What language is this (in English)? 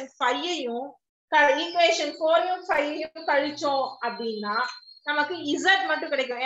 Tamil